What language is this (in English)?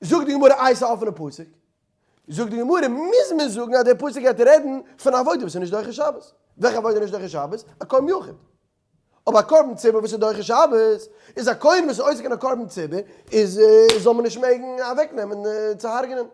Yiddish